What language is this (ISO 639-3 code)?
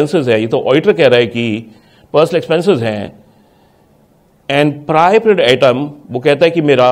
hin